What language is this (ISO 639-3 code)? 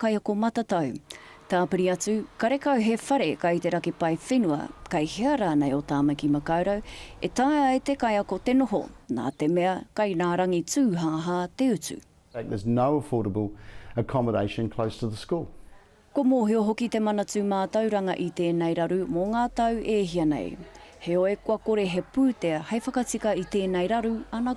mri